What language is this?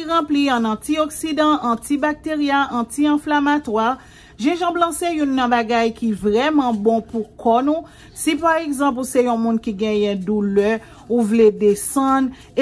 Haitian Creole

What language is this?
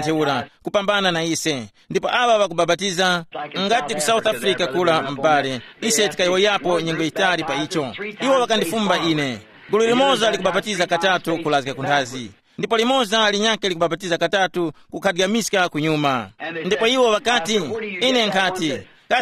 Tumbuka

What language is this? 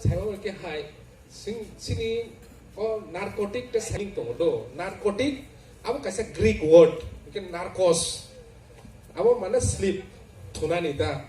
Kok Borok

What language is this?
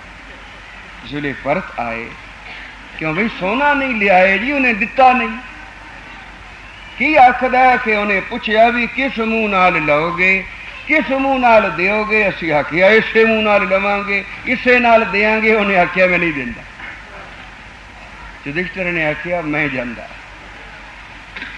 Punjabi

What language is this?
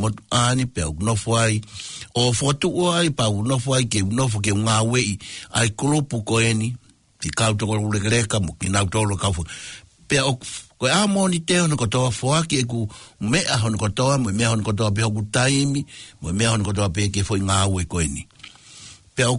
Tongan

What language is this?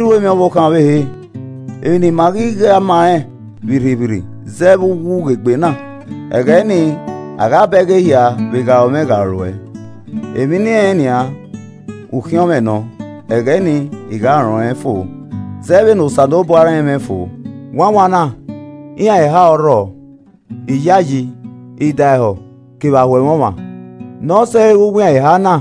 Esan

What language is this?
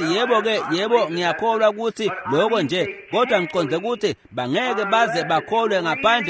Swati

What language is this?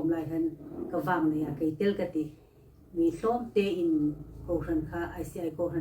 Hmar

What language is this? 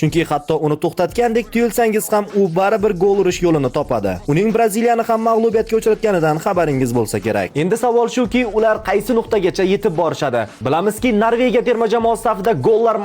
Uzbek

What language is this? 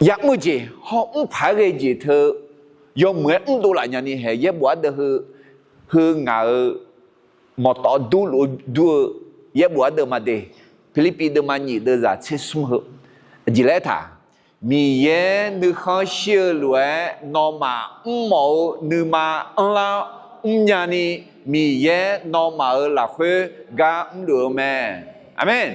Akha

